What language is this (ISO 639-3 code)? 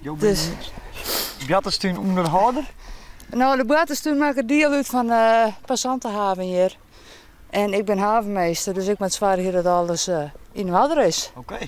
fry